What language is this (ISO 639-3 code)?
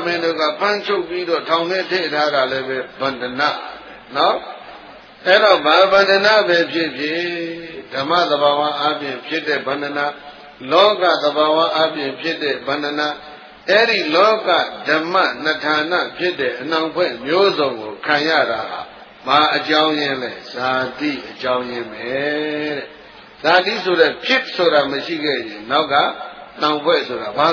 mya